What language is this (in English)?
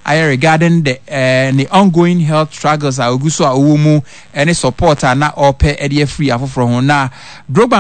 Akan